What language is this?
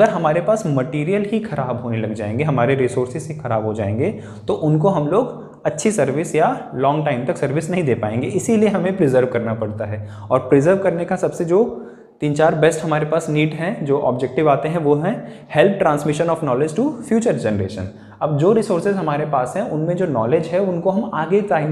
Hindi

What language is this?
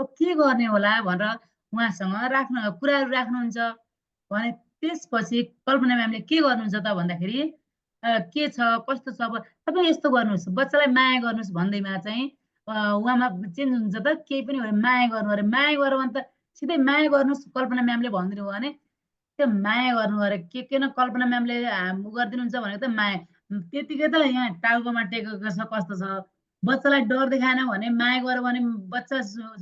Nepali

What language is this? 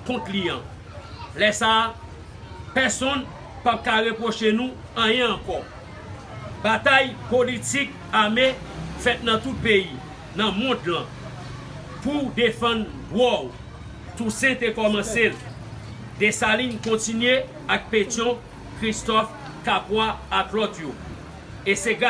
Haitian Creole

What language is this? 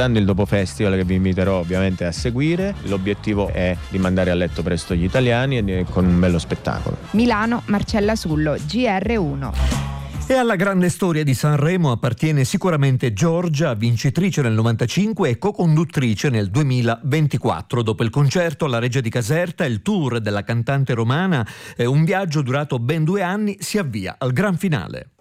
Italian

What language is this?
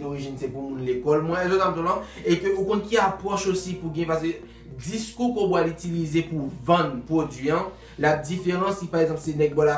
Haitian Creole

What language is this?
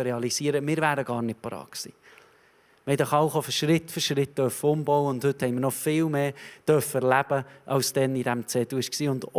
Swiss German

